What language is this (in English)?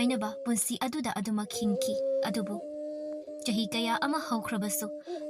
Manipuri